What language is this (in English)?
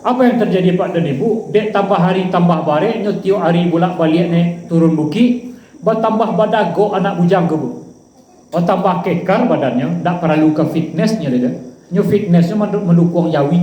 Minangkabau